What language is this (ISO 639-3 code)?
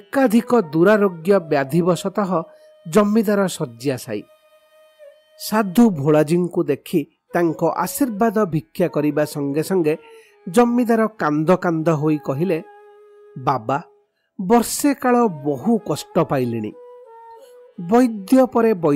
ori